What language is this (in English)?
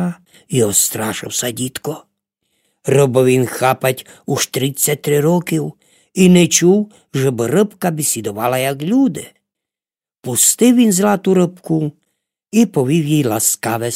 Rusyn